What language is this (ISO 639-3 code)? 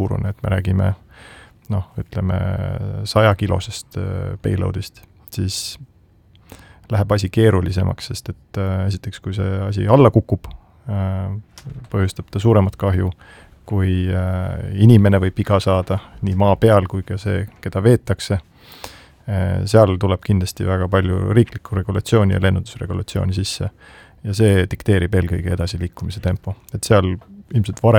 est